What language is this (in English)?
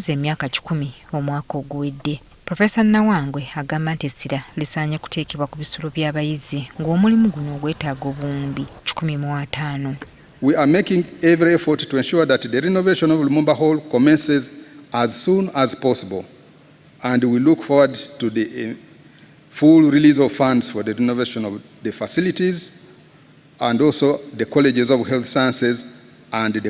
Ganda